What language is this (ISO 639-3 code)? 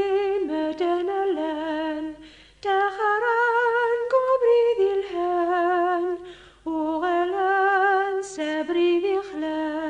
kab